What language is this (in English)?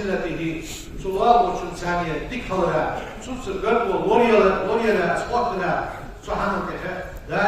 Ingush